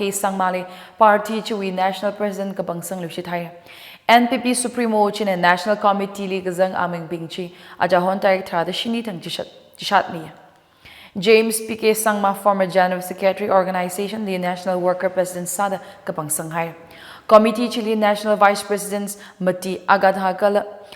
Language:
Tangkhul Naga (India)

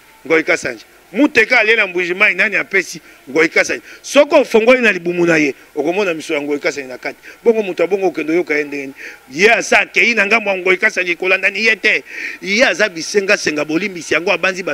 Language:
Lingala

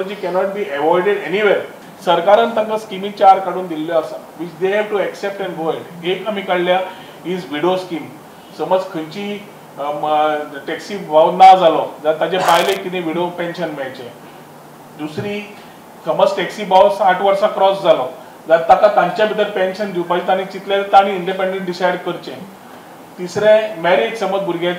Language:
Konkani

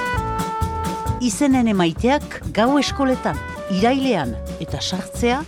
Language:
Basque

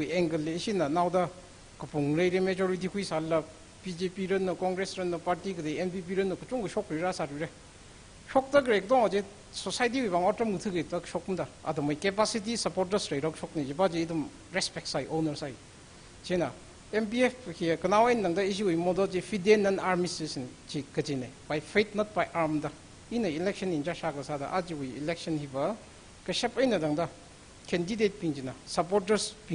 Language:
Tangkhul Naga (India)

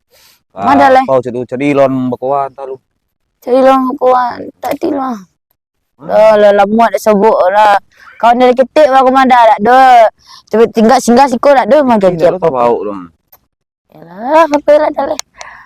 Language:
Minangkabau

